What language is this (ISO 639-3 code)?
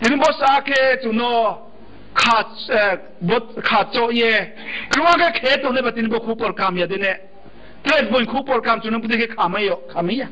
ria